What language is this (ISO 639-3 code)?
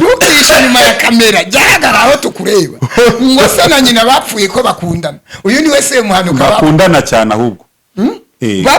kin